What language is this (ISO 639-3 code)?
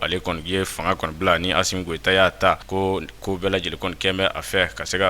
bam